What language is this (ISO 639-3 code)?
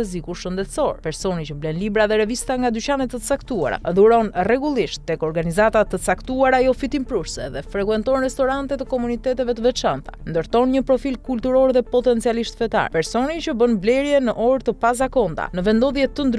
sqi